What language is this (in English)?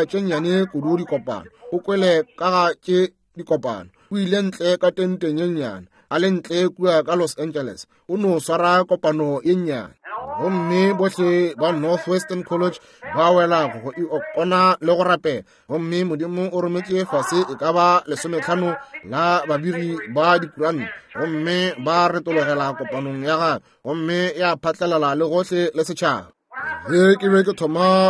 Northern Sotho